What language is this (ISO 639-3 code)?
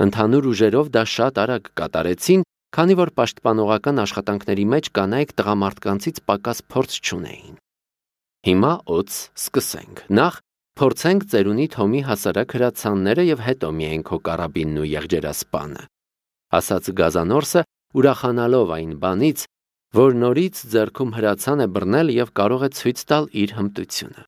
hye